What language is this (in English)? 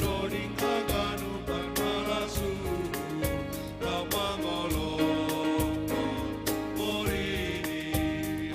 Batak Simalungun